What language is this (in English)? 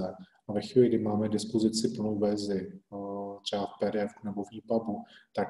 Czech